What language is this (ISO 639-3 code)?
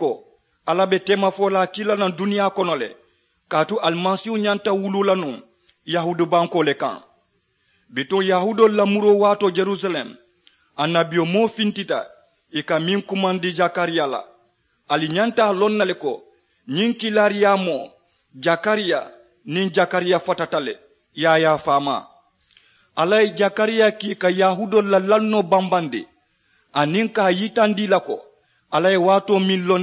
man